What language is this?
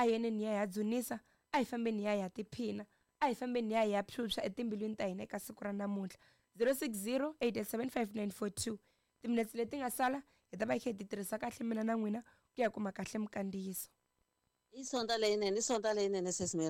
Tsonga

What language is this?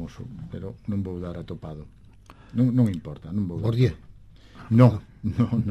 Galician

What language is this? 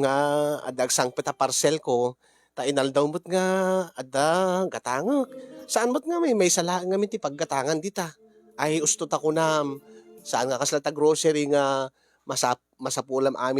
Iloko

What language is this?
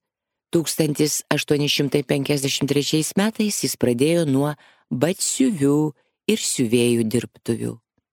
Lithuanian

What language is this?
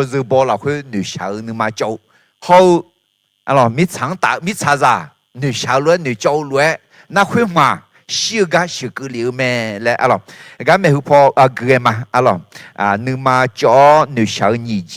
Akha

